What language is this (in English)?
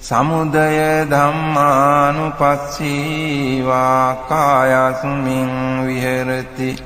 Pali